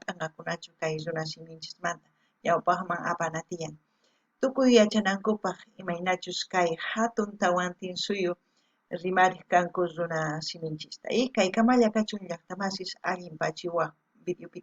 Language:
South Bolivian Quechua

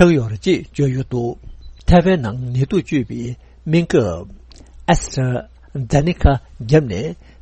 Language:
Tibetan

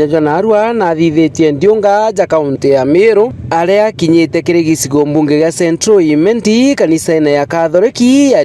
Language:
Meru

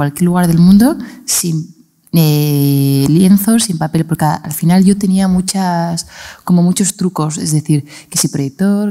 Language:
Spanish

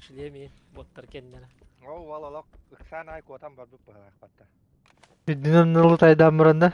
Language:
Yakut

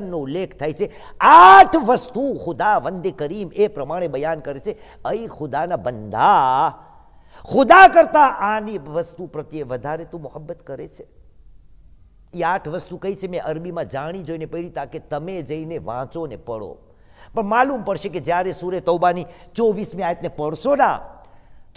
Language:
Gujarati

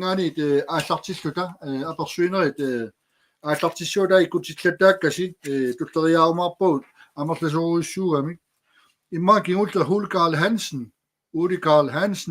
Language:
Kalaallisut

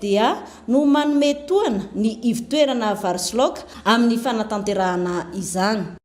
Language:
Malagasy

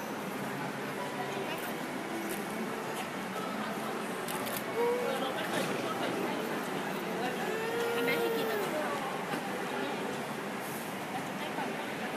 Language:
Thai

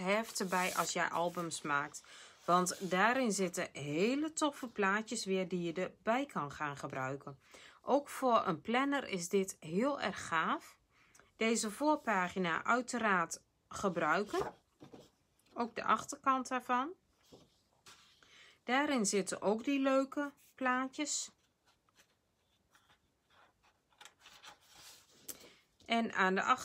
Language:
Dutch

